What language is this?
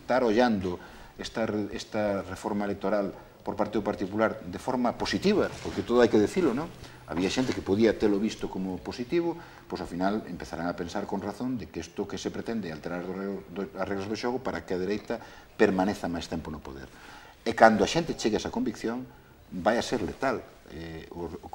Galician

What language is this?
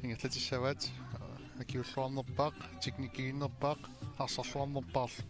Kalaallisut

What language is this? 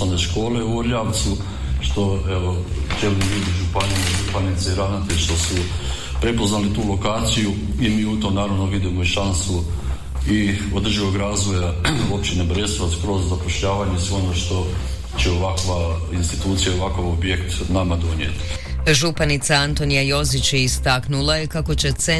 Croatian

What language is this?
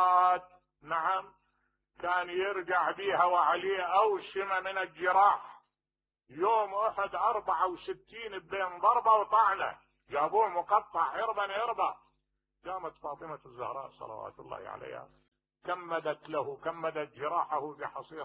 Mesopotamian Arabic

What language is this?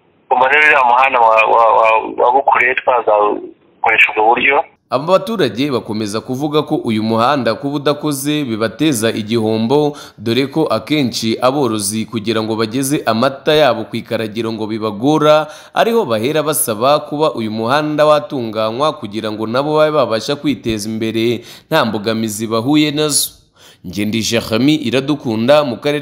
Kinyarwanda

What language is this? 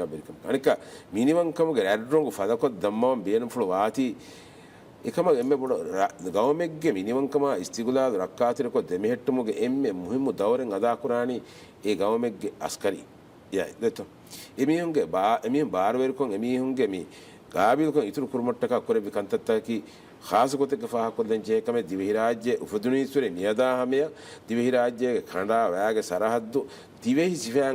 Divehi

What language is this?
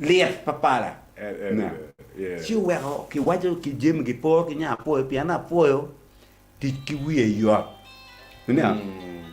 Acoli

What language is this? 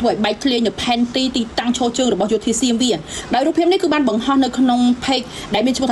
Khmer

